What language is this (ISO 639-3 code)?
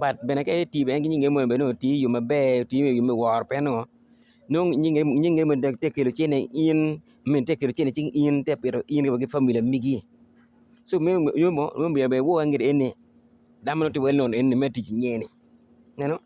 ach